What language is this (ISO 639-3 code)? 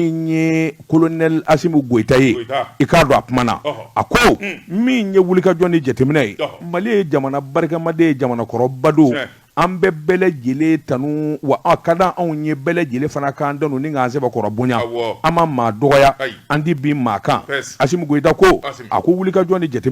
bam